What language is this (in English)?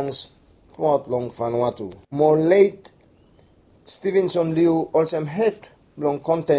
Bislama